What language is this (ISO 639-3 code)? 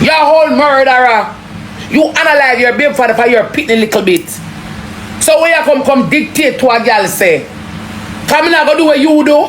jam